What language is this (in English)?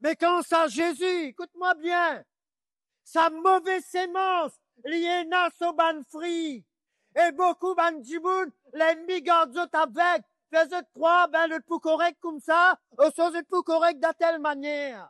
Morisyen